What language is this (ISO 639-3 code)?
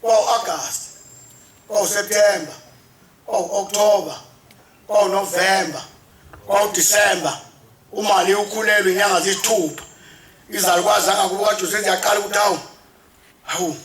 zul